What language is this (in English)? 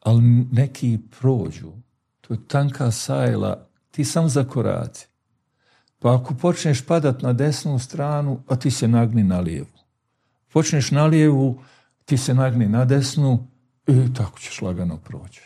Bosnian